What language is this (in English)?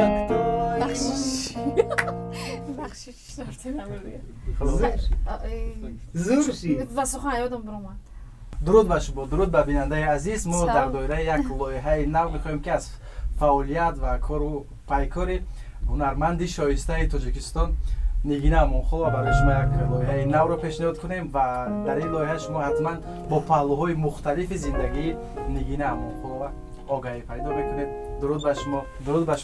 Tajik